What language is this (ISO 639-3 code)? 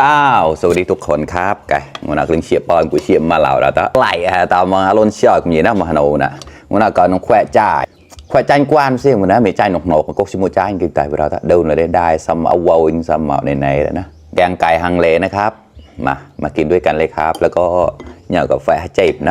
mnw